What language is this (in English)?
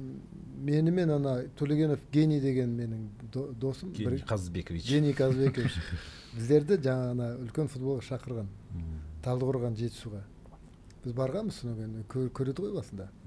Kazakh